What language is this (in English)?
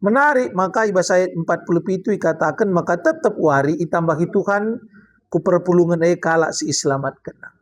Batak Karo